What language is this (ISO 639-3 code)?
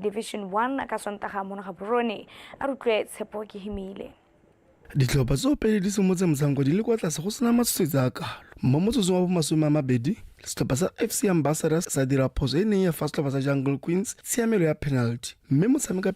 tsn